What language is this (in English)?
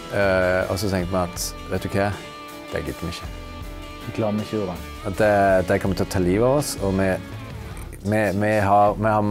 Norwegian